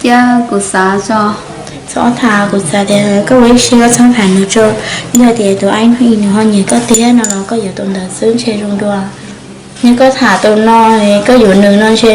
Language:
Hmong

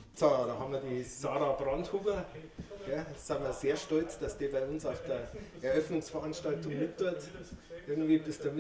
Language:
Bavarian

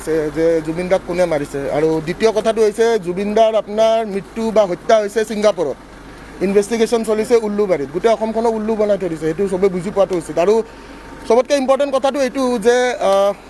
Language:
Assamese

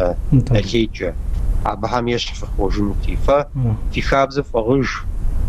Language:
Kabardian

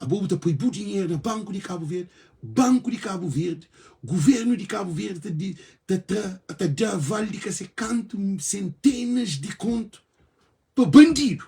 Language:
Kabuverdianu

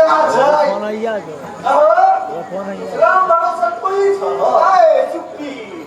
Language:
Maithili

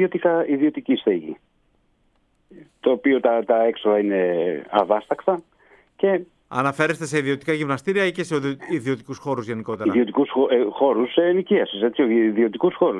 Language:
Greek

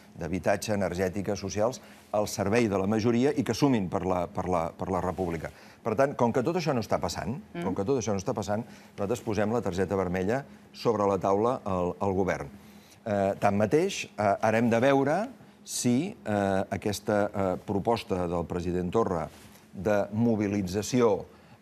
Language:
Catalan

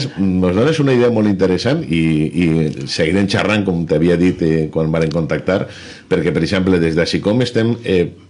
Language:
Catalan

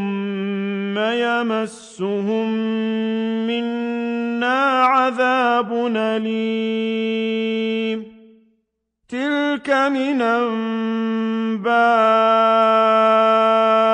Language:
Arabic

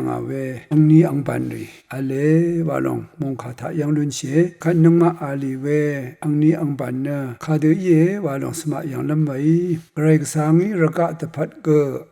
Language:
Rawang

